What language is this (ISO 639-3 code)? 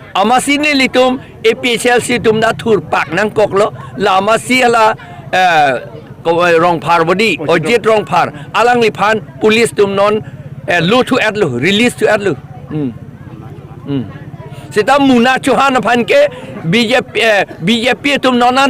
mjw